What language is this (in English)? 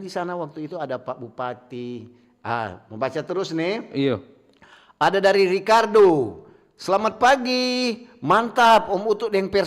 Manado Malay